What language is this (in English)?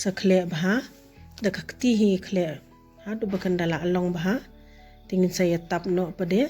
Khasi